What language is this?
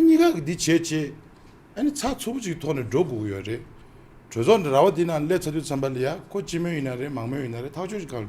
Tibetan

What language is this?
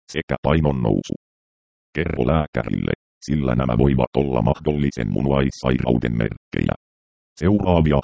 Finnish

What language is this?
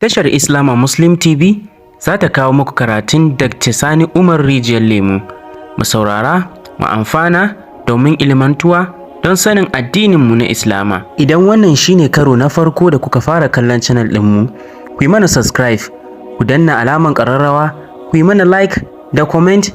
Hausa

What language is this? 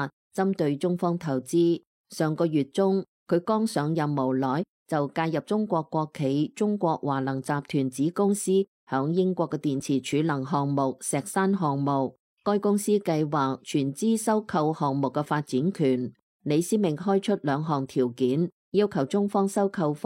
Cantonese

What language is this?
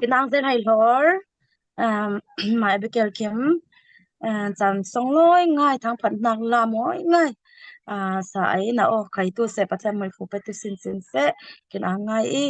Falam Chin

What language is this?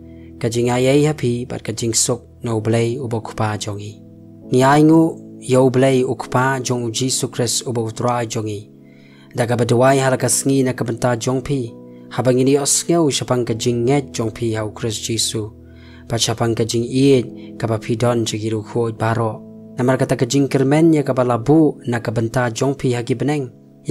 Khasi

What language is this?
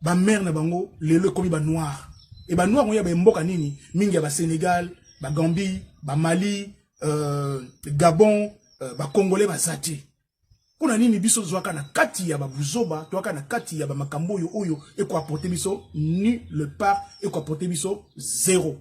Lingala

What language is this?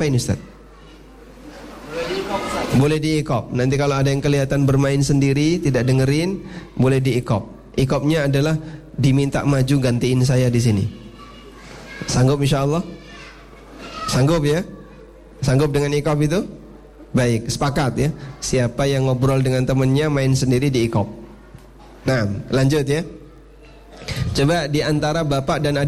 Indonesian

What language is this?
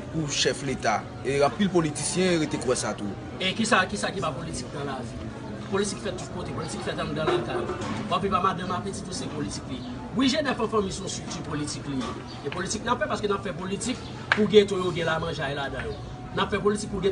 Haitian Creole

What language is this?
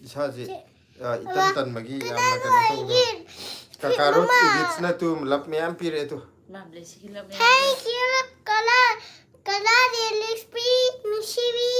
Manipuri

